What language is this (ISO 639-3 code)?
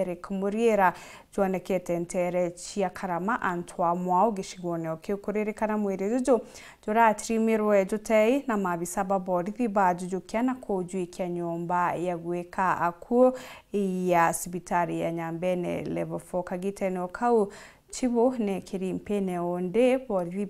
mer